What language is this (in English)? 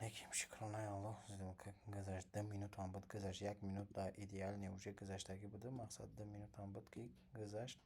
Tajik